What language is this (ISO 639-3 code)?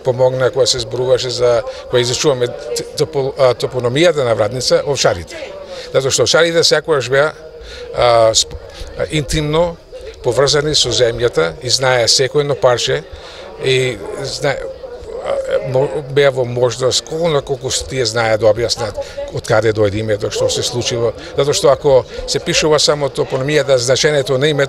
mkd